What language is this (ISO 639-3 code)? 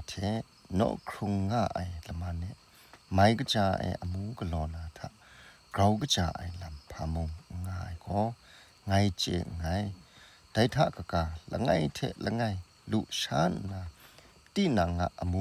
kac